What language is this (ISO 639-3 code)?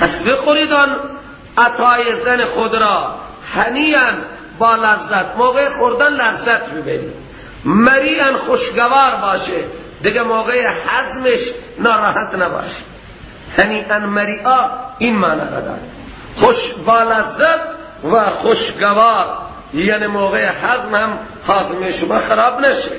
fas